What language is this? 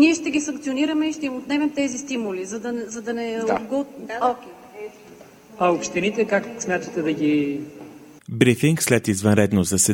Bulgarian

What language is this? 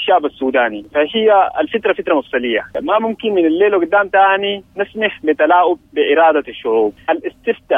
Sudanese Arabic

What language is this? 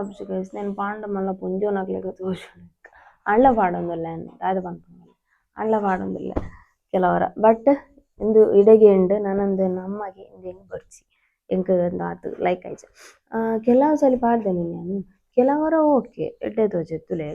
Tulu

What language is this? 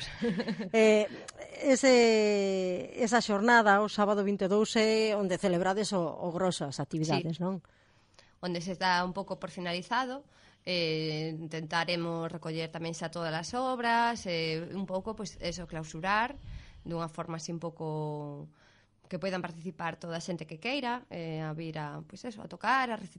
Galician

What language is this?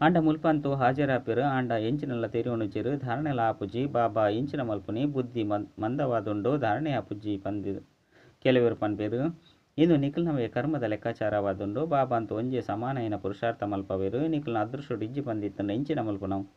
Tulu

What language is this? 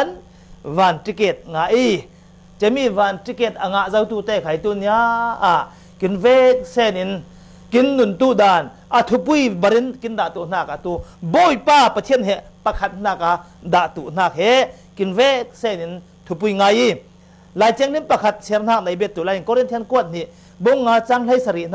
Falam Chin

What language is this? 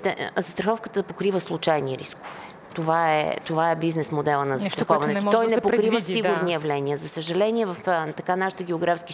Bulgarian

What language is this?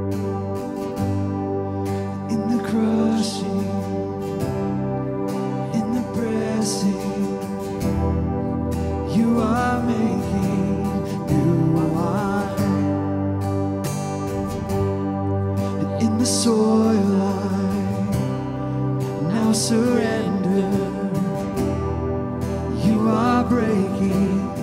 English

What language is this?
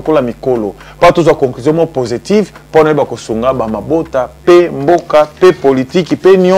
Lingala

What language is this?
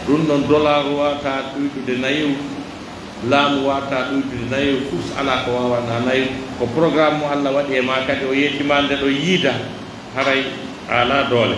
Pular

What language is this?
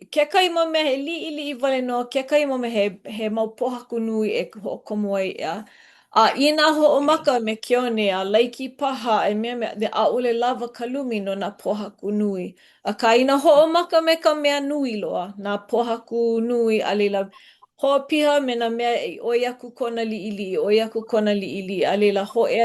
Hawaiian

